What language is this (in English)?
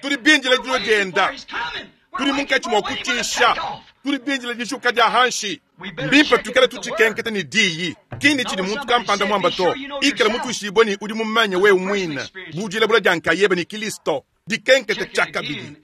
Luba-Lulua